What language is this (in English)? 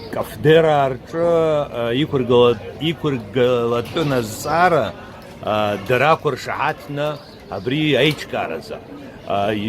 Abkhazian